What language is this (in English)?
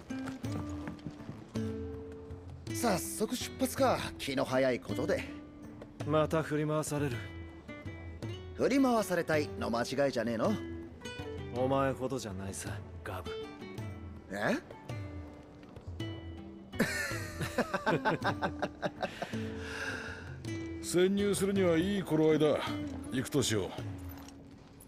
Japanese